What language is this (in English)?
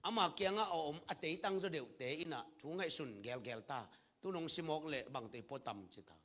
Tedim Chin